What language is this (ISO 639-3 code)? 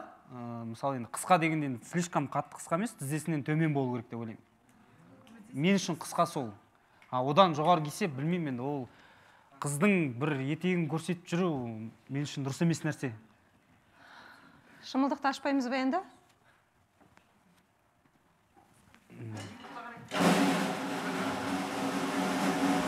kaz